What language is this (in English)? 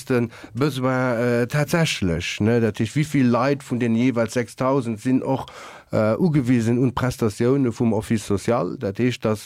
Luxembourgish